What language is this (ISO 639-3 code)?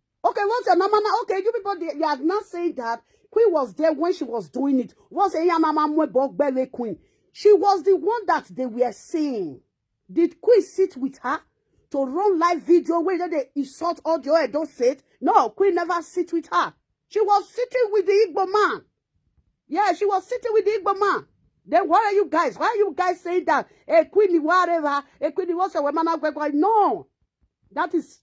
pcm